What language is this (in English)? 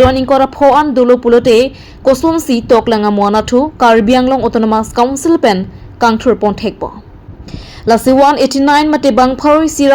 Karbi